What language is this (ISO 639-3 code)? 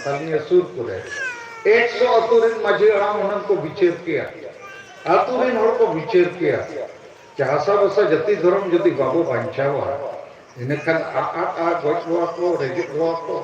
sat